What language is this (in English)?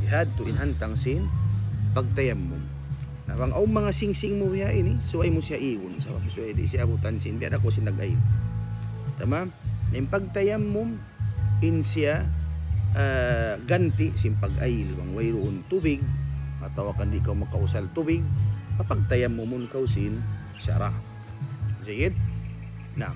Tausug